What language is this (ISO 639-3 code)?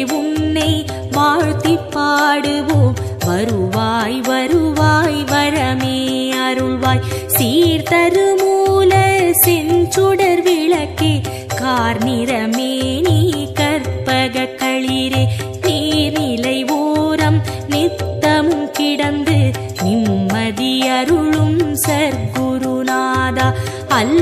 tam